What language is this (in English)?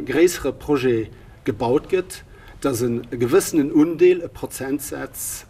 Luxembourgish